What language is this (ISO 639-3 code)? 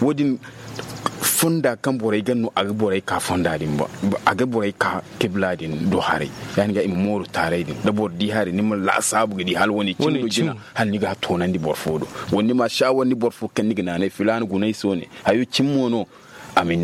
dje